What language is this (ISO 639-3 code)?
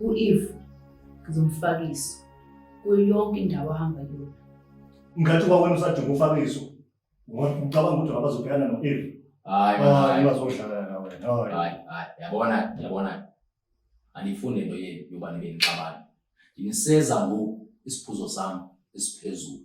zul